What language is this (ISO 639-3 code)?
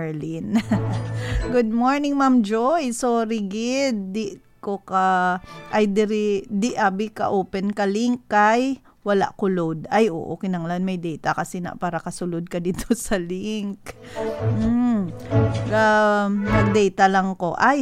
hil